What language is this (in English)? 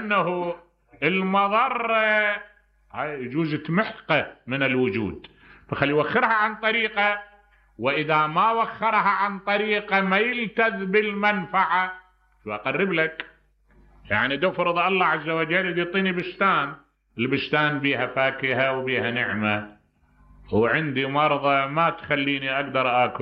Mesopotamian Arabic